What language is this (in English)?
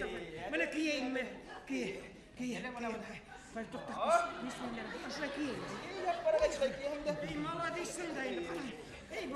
Bashkir